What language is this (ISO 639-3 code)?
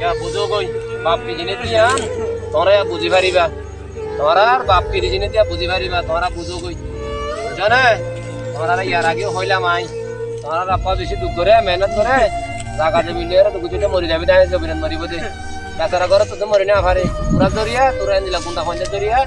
rhg